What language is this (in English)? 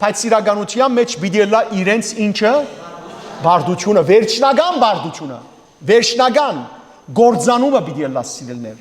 Western Armenian